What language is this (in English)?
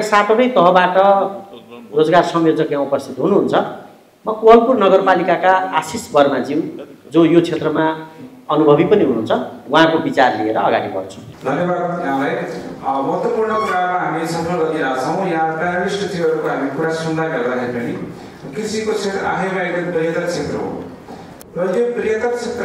Nepali